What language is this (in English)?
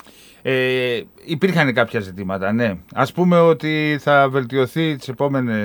Greek